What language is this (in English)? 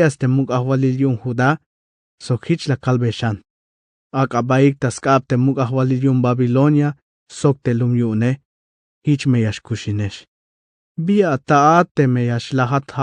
Tzeltal